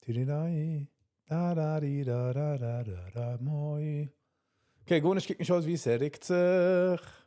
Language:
Yiddish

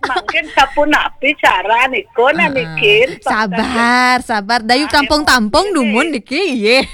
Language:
Balinese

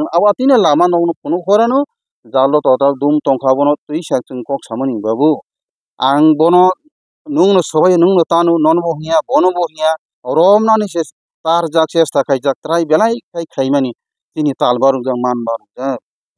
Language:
Kok Borok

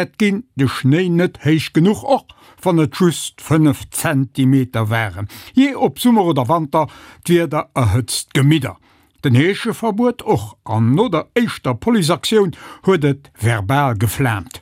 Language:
Luxembourgish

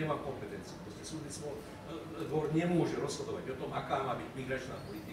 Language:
Slovak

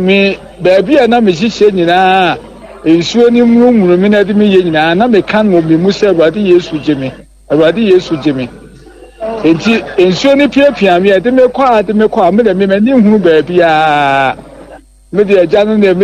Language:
Akan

